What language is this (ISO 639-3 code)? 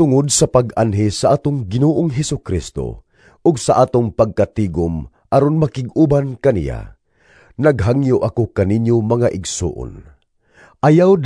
ceb